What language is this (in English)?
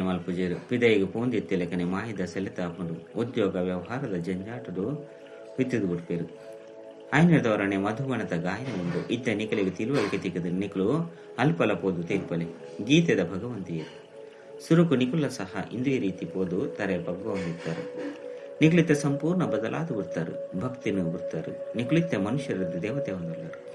Tulu